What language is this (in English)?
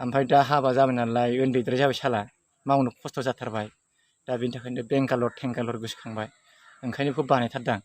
Bodo